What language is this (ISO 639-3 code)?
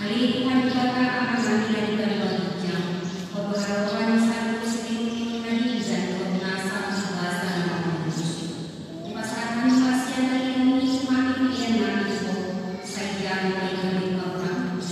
bbc